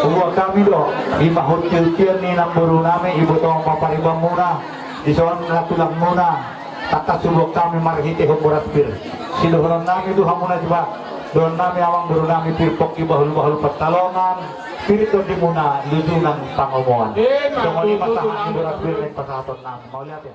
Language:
Batak Toba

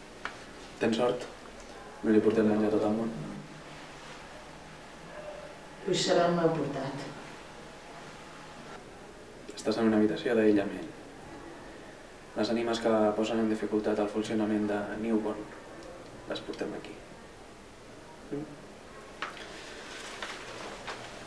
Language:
Catalan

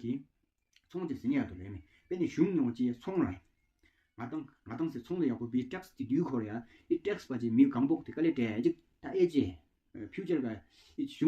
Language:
Tawang Monpa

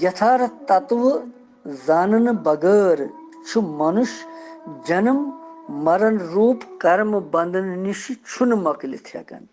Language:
Kashmiri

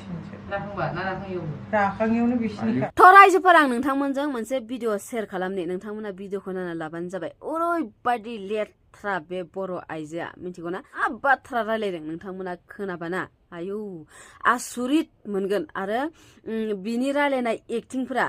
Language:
Bodo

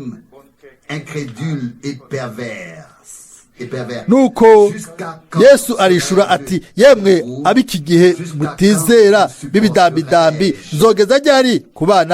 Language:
Rundi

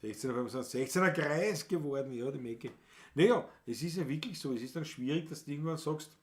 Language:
Bavarian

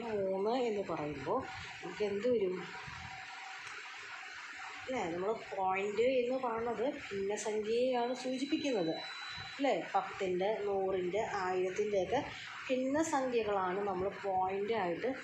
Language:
Malayalam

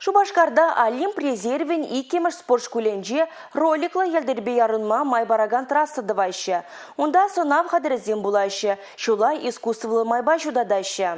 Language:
Chuvash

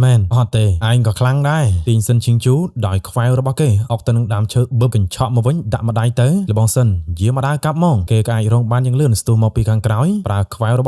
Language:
Khmer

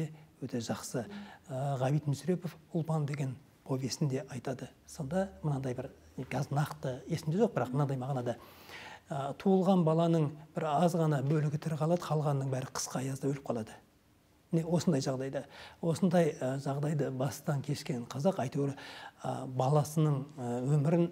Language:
Kazakh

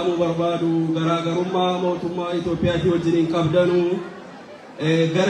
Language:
Oromo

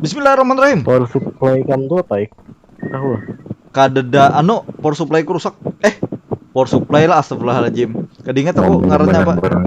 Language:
Banjar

